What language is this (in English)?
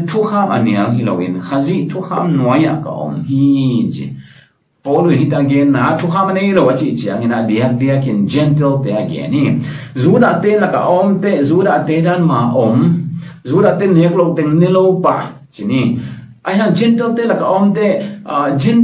Tedim Chin